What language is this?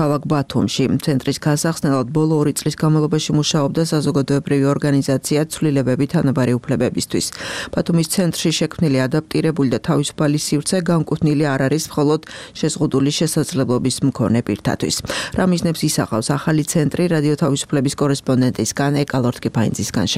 Georgian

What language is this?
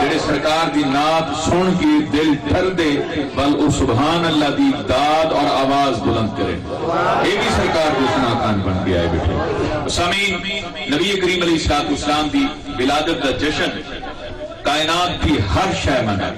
Saraiki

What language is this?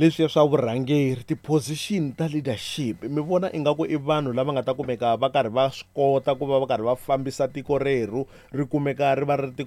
Tsonga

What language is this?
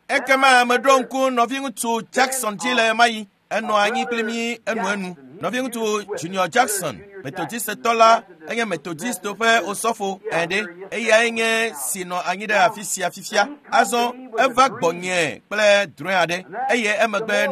Ewe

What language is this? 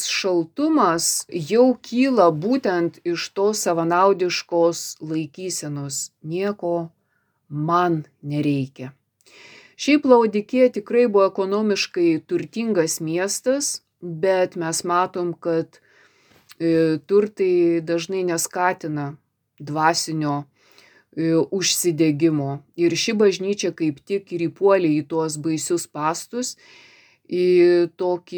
Lithuanian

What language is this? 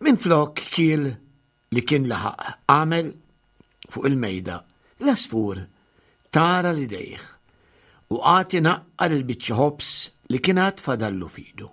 Maltese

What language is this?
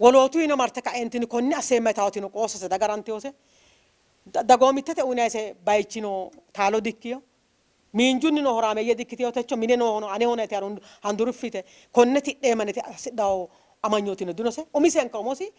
Sidamo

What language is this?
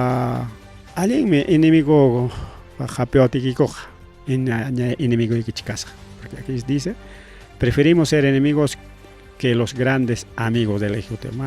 Ayacucho Quechua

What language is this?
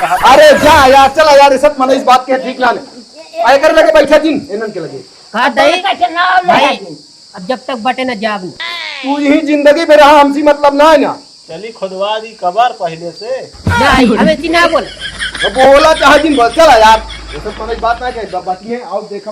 Awadhi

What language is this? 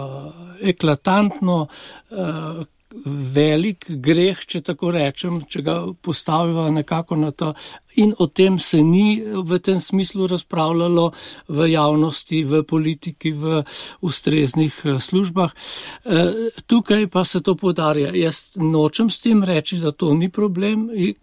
Slovenian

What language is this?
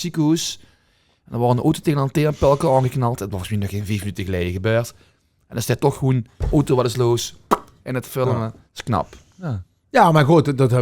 Limburgish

